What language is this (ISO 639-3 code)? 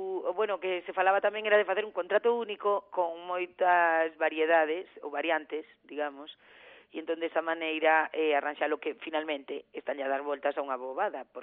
glg